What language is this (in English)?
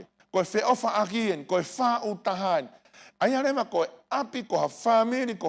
Tongan